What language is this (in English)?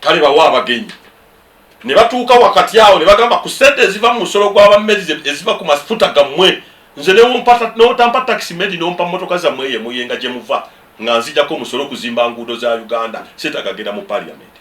Ganda